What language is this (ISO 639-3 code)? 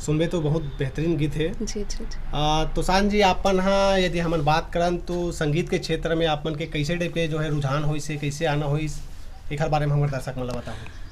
hne